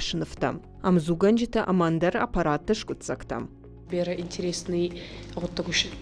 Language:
Ossetic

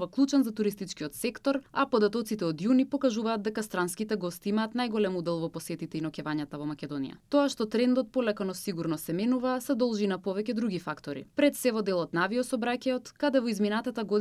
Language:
Macedonian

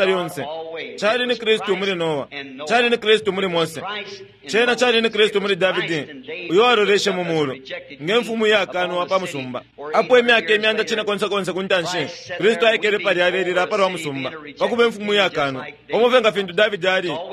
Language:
Bemba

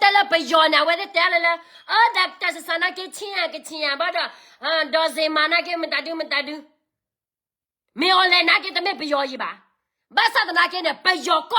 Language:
S'gaw Karen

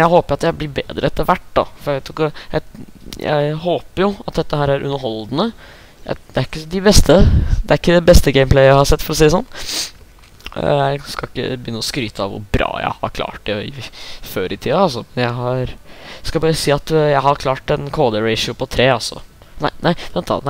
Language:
Norwegian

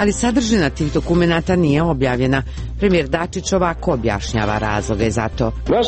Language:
Serbian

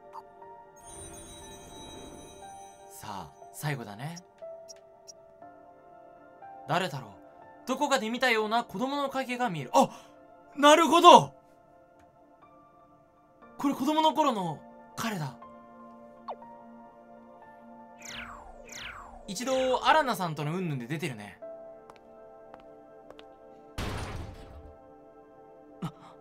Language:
Japanese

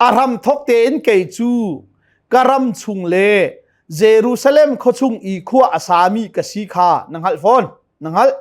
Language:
Hakha Chin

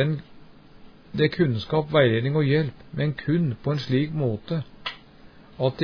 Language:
Norwegian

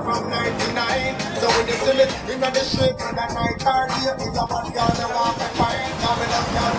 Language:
Jamaican Creole English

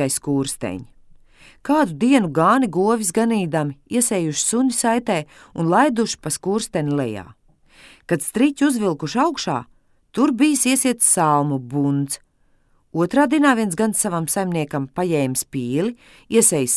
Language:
Latvian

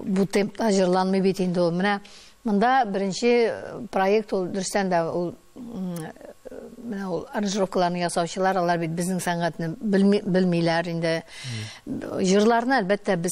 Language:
Tatar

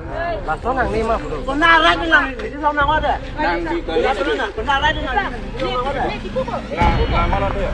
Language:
Karbi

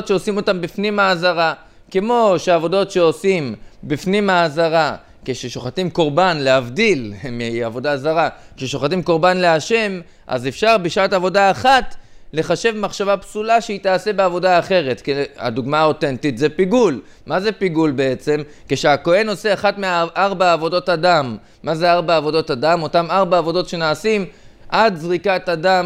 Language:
Hebrew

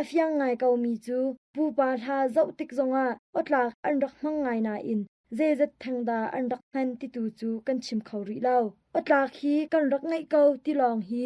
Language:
Hakha Chin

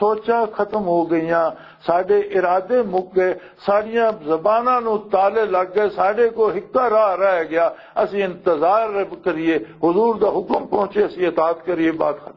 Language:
Western Panjabi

